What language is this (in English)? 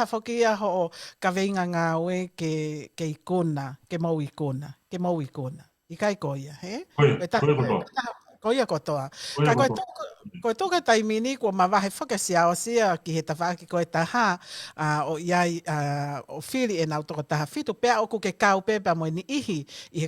Tongan